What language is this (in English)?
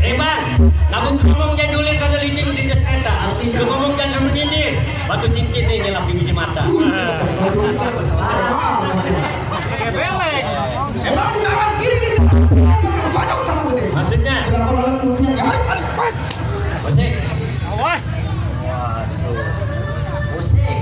Betawi